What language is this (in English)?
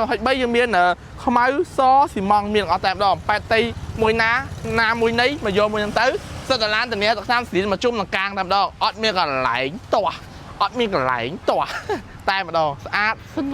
Khmer